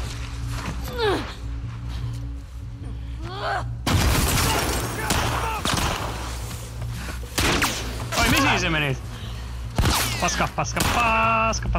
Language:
Finnish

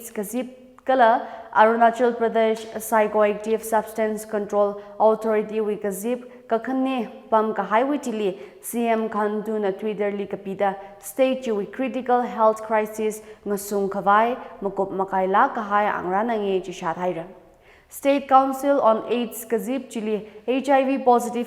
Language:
Tangkhul Naga (India)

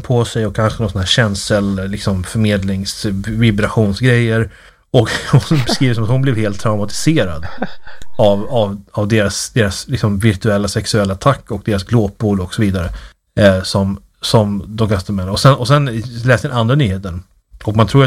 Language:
Swedish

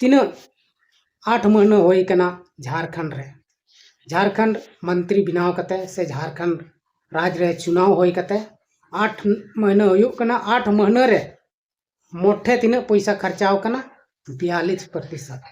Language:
Santali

